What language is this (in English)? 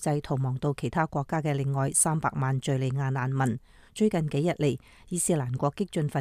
Cantonese